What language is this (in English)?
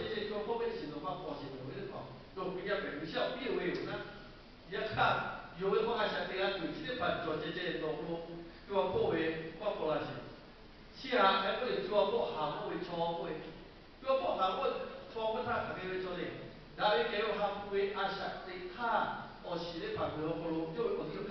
Lahu